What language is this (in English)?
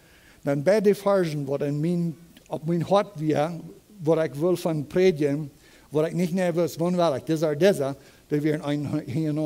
Plautdietsch